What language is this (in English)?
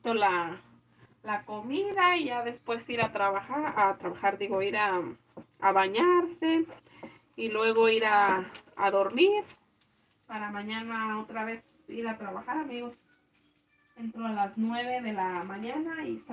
Spanish